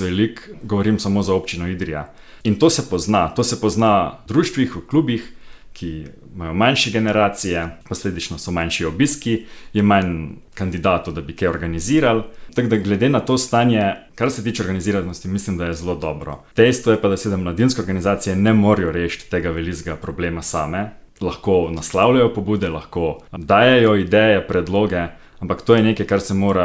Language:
Slovenian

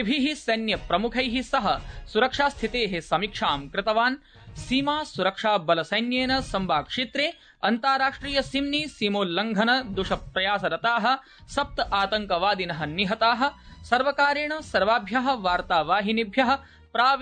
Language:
Sanskrit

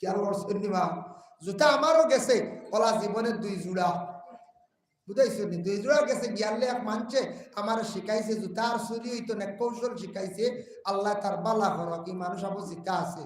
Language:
Sylheti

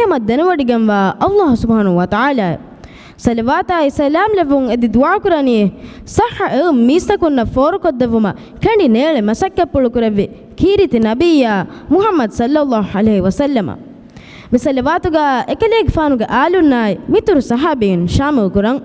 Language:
Divehi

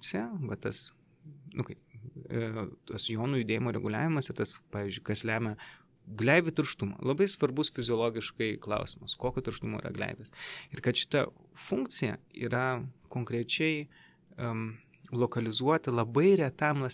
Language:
Lithuanian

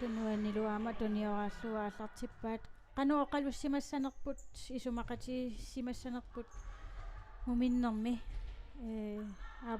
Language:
Kalaallisut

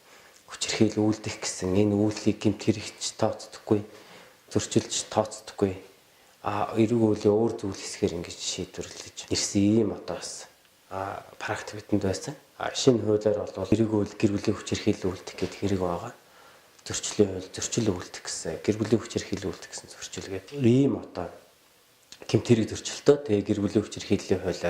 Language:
Mongolian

